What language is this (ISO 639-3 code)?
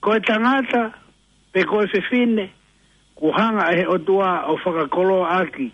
ton